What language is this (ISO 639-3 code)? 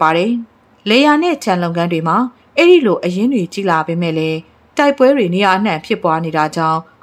mya